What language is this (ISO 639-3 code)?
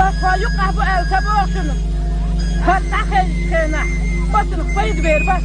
che